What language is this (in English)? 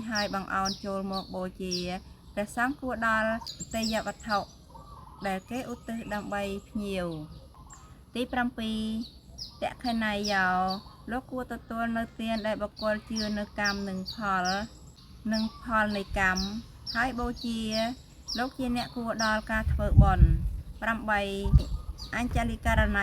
Khmer